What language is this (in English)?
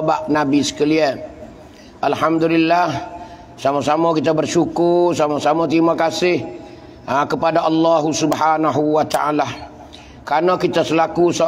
Pattani Malay